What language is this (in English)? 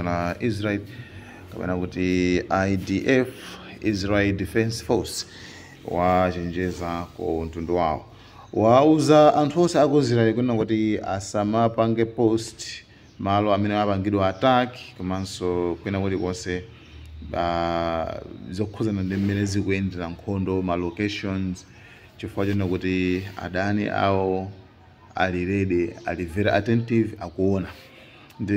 Nyanja